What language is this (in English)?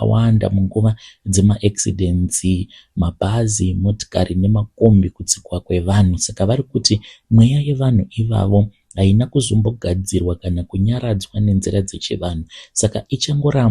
Shona